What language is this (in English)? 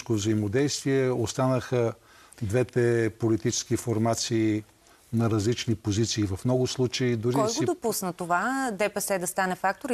Bulgarian